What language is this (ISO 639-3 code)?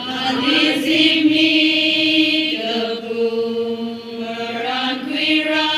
nmf